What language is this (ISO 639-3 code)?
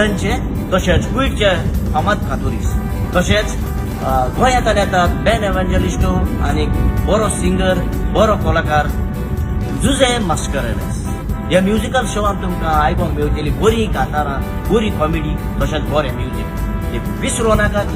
kok